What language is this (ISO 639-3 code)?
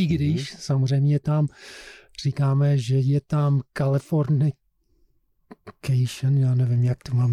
ces